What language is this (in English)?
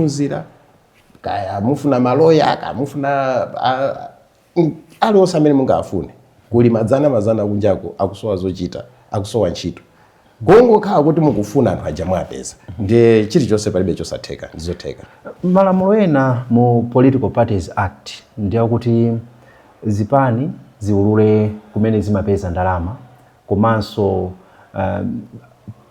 Nyanja